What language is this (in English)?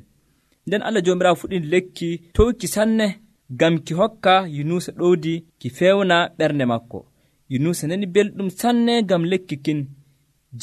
Nigerian Fulfulde